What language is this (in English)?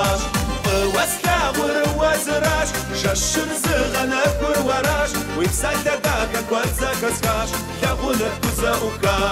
Kabardian